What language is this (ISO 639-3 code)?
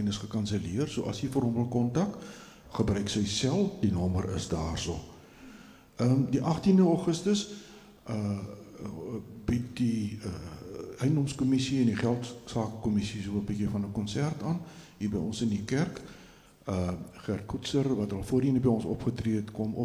afr